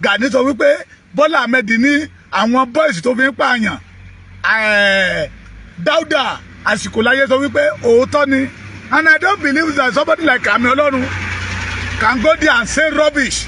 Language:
Yoruba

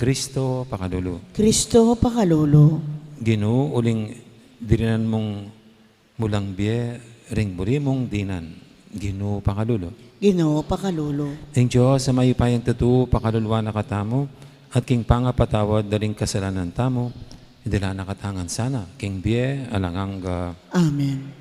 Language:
Pampanga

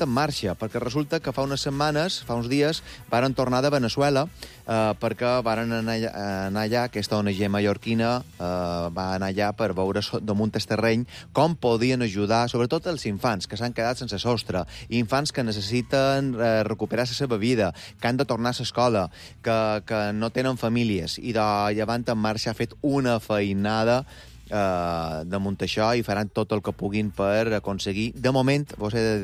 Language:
Catalan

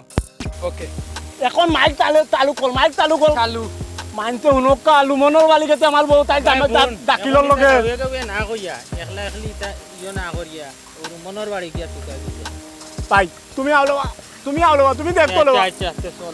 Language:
Sylheti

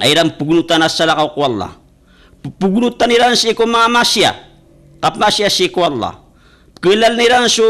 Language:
Maranao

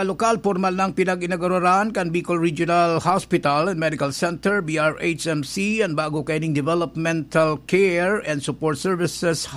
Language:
Bikol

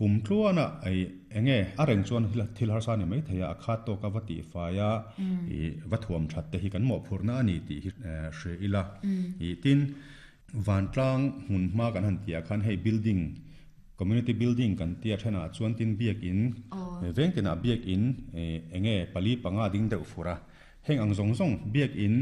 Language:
Mizo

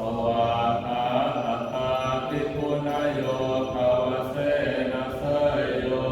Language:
Pali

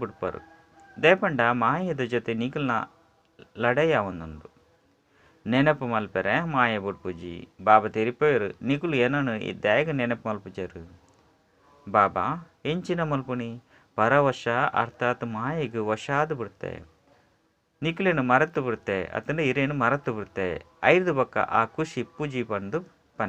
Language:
Tulu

